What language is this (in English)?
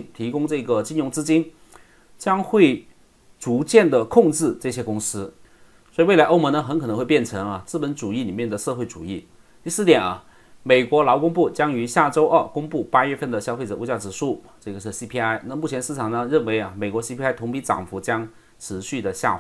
Chinese